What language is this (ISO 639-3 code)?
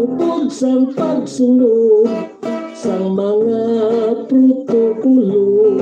hil